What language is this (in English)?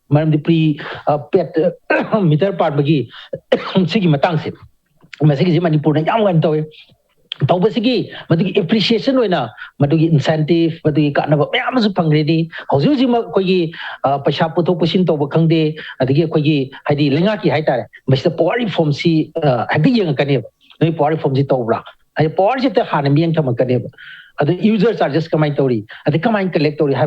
Manipuri